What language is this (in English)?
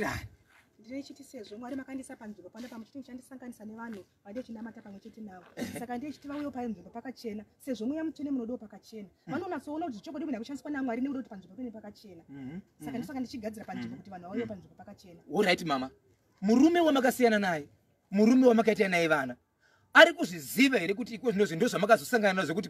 Shona